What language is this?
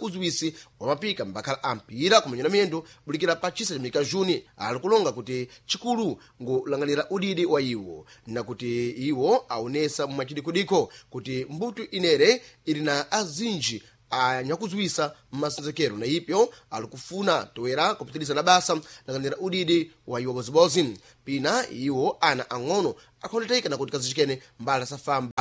Sena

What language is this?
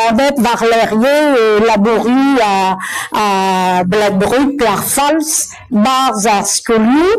Breton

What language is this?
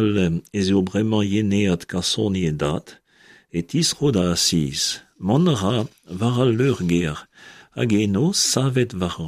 Breton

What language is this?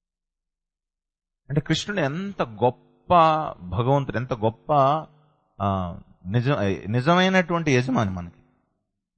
Telugu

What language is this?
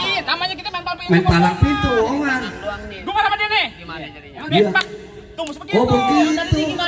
Betawi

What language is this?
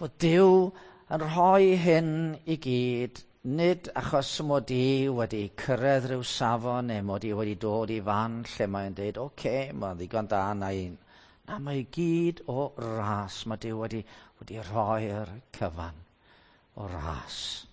Welsh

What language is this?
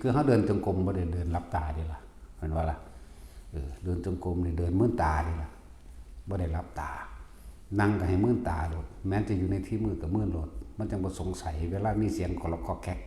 Northeastern Thai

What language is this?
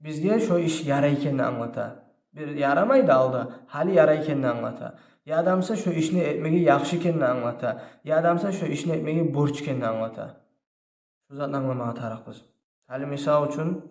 Kumyk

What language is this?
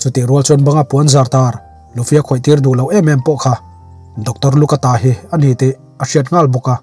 Mizo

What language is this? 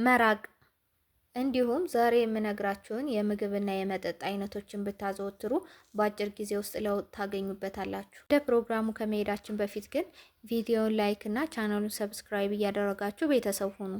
Amharic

